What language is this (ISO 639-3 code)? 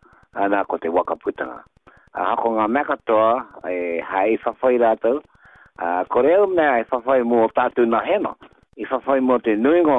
mri